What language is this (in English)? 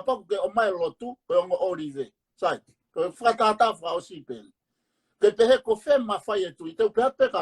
Tongan